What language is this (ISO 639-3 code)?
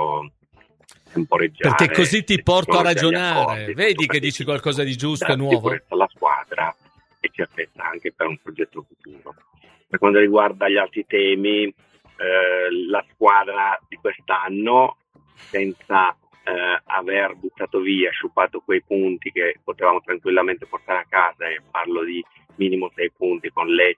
ita